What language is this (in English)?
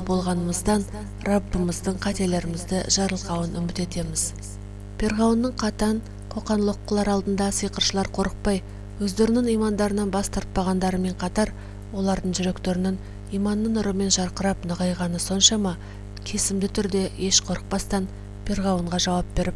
Kazakh